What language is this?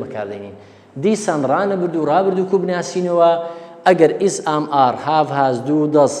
Central Kurdish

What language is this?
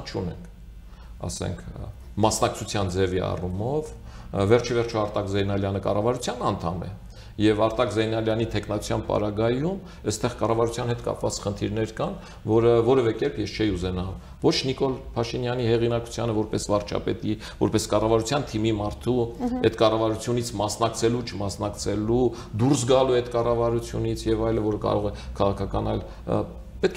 Armenian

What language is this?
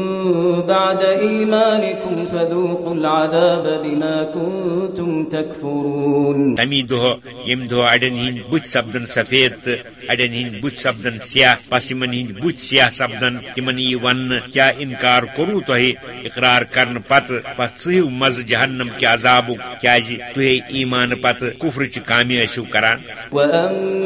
Kashmiri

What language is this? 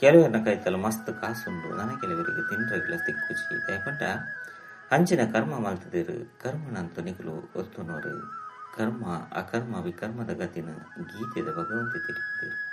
Tulu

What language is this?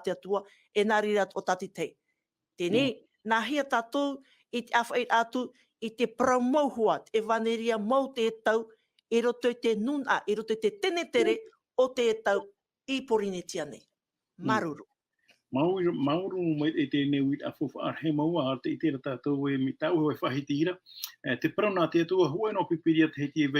Tahitian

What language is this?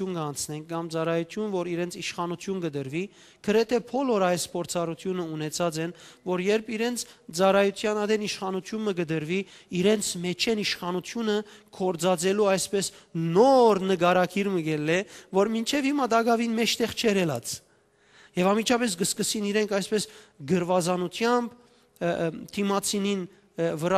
Western Armenian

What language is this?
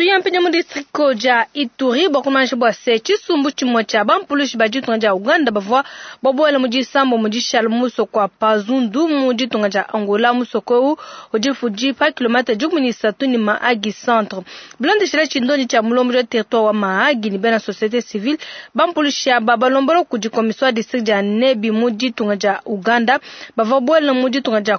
Luba-Lulua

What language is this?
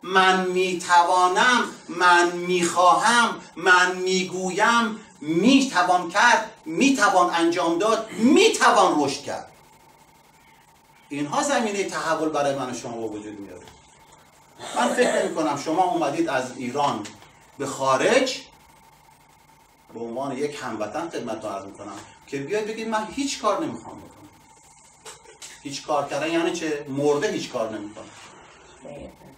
Persian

